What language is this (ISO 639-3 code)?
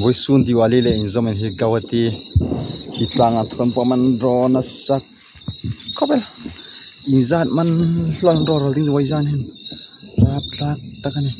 hmr